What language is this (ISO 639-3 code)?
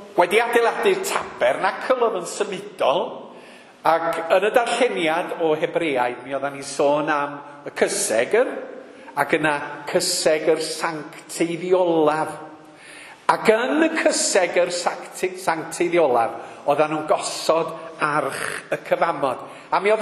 cym